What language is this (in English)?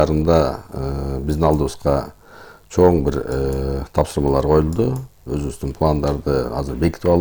Kyrgyz